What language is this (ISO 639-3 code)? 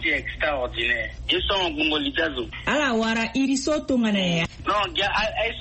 sag